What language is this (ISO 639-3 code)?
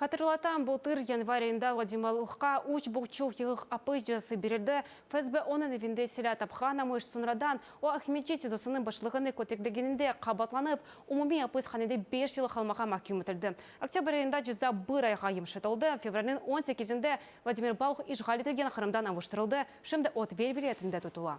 crh